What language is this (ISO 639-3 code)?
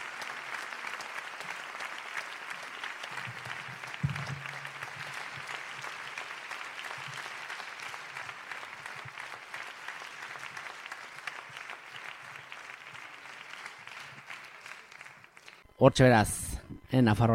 eus